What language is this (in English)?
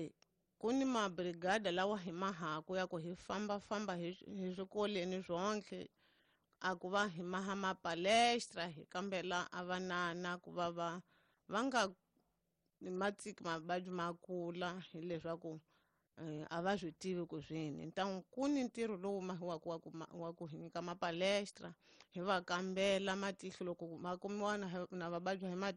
Tsonga